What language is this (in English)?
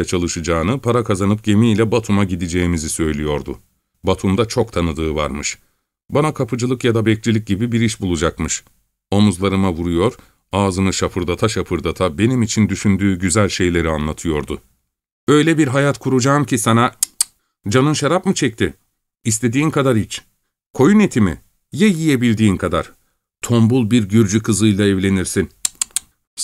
Turkish